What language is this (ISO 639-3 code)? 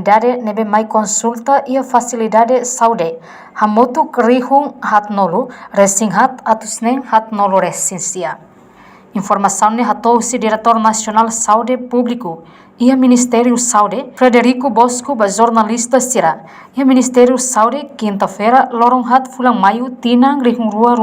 tet